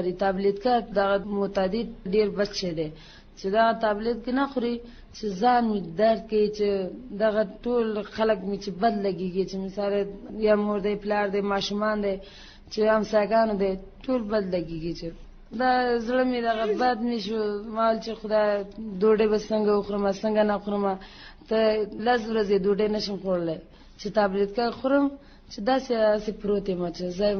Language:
Pashto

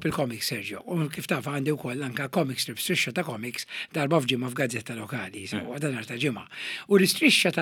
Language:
Maltese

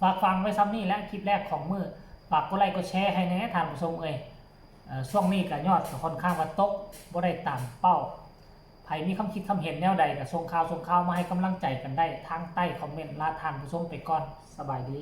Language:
Northeastern Thai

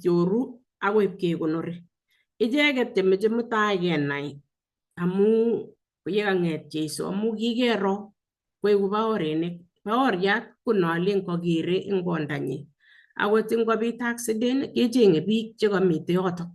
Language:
Kalenjin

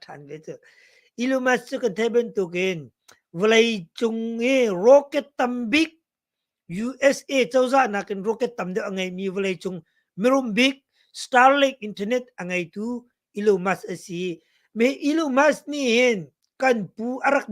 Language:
Hakha Chin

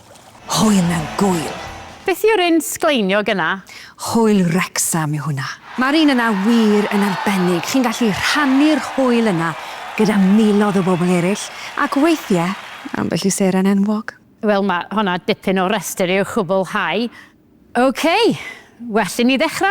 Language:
Welsh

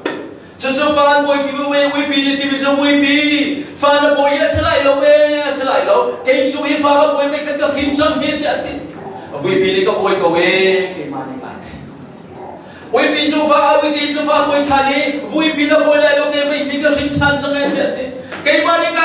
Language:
Hakha Chin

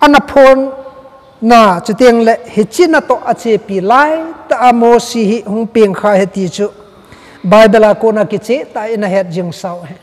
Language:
Thado Chin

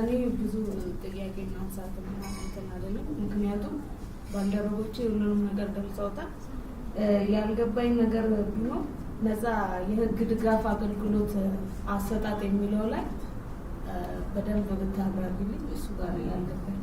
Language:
Amharic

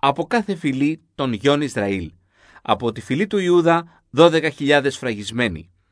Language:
Greek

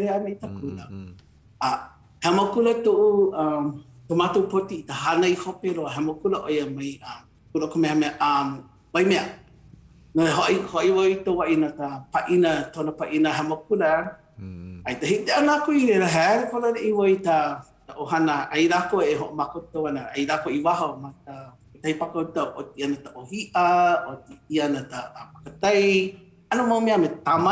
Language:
Hawaiian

